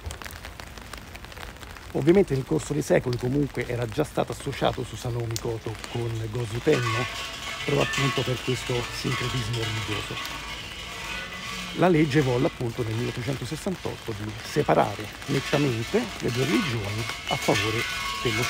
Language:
Italian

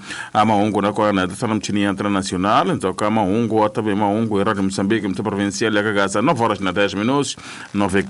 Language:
Tsonga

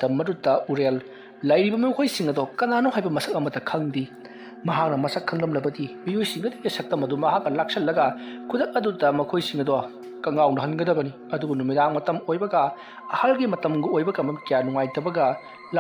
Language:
Manipuri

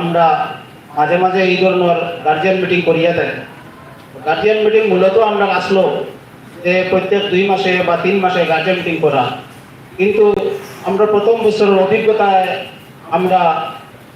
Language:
Sylheti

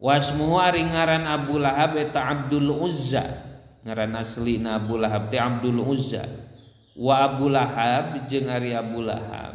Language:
Sundanese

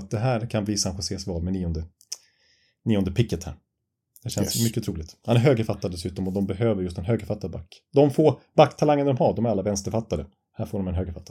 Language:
Swedish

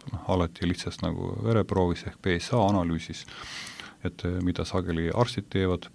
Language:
Estonian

